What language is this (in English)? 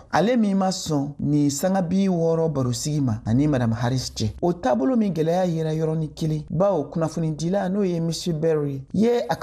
Bambara